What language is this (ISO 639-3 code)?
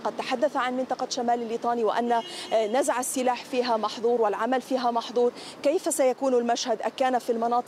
ara